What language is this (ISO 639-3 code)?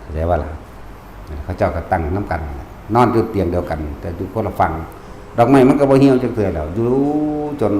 lao